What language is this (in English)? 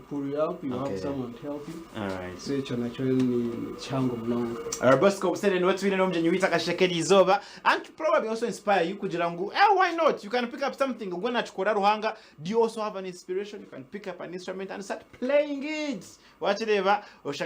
Nyankole